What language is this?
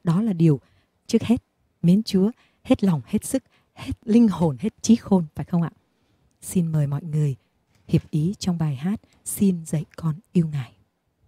Vietnamese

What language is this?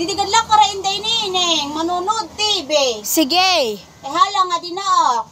Waray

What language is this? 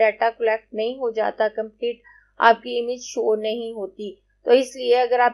Hindi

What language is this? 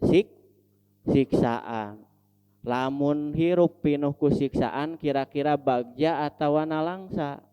Sundanese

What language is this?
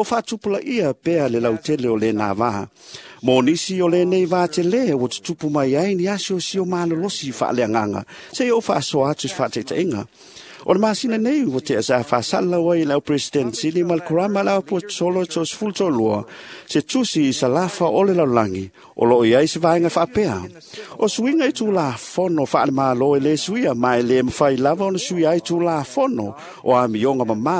Samoan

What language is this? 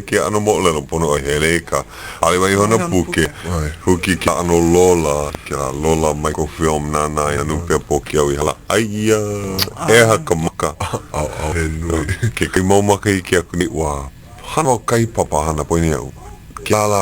Hawaiian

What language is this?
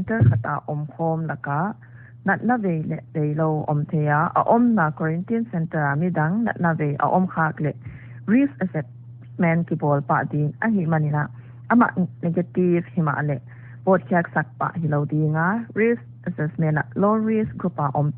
Paite Chin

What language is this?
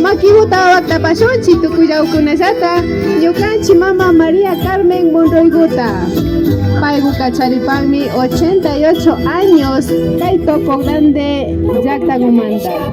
Imbabura Highland Quichua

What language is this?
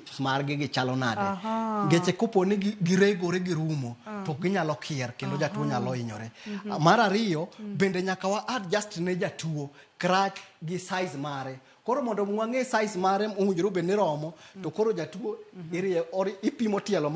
Luo (Kenya and Tanzania)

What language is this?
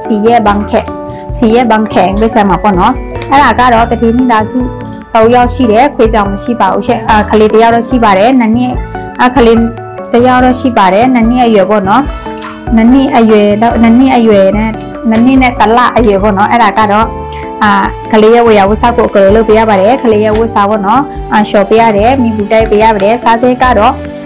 Burmese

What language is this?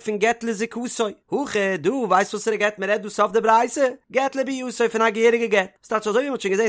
Yiddish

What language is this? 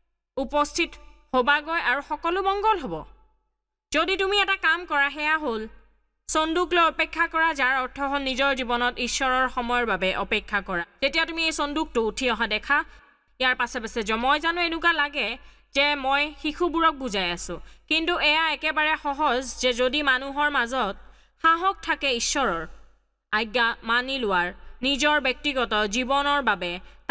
Assamese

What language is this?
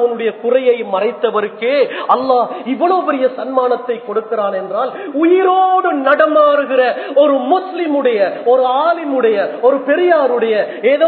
Tamil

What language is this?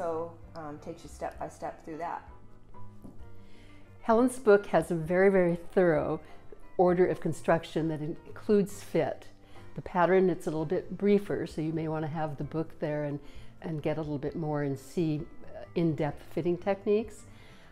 English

